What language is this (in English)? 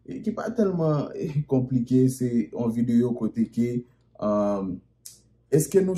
Haitian Creole